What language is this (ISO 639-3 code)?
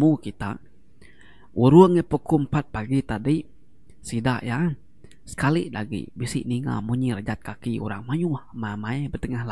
iba